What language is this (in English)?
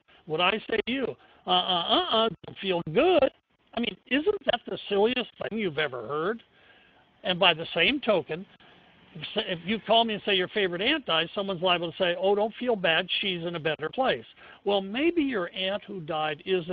English